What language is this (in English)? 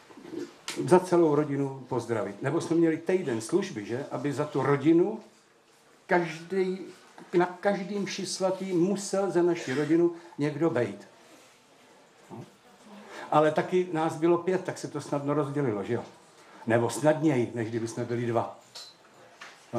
Czech